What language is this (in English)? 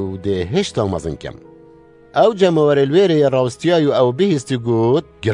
Kurdish